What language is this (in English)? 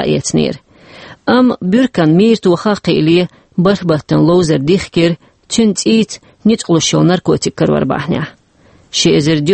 Chechen